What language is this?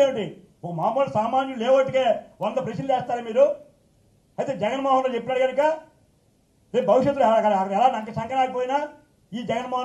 Telugu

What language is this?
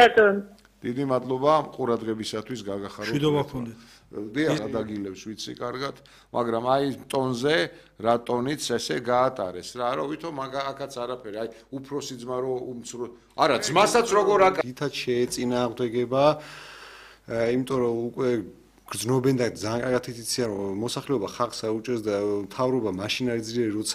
Georgian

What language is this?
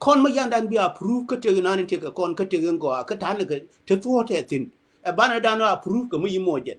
Nuer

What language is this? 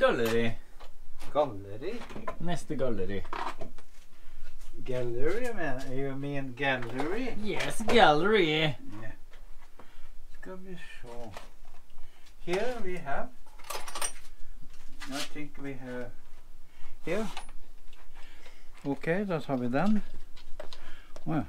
Norwegian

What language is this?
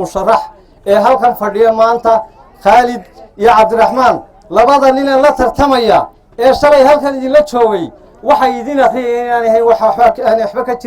Somali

